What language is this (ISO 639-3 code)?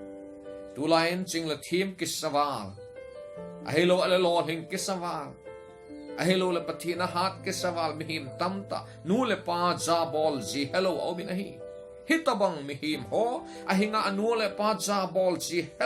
tcz